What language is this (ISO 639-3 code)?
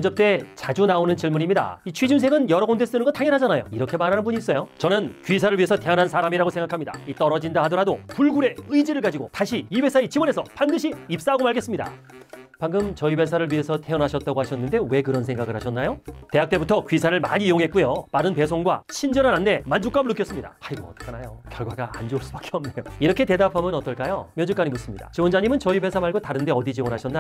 kor